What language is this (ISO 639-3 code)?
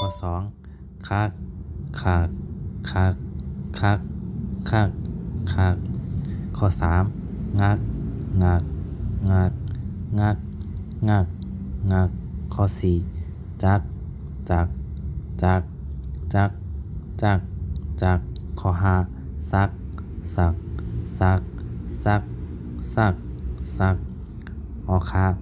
shn